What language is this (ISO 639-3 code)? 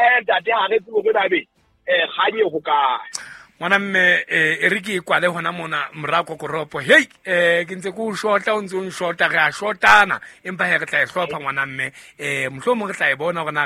sot